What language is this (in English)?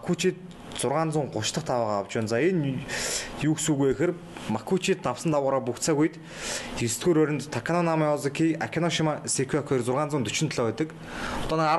Mongolian